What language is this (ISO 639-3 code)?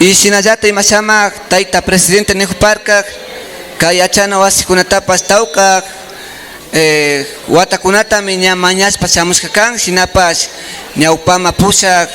qvi